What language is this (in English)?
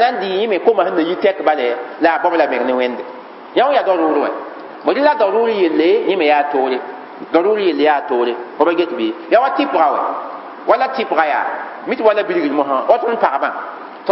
Mossi